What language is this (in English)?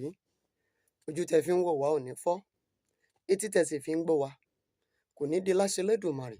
Yoruba